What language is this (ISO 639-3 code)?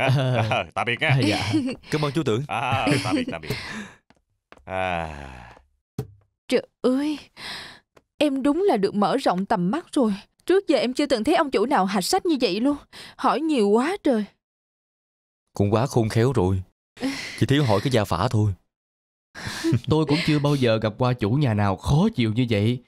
vie